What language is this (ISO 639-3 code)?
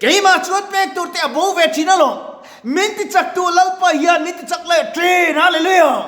lus